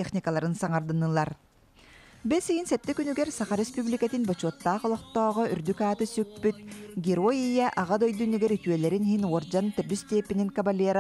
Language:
Yakut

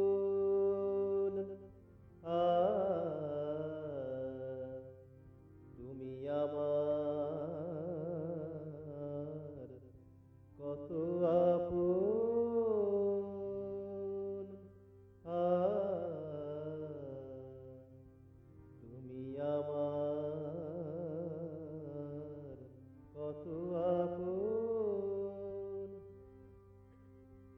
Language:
Bangla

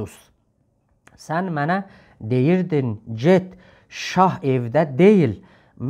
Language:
South Azerbaijani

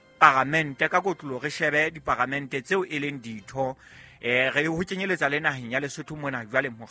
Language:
Southern Sotho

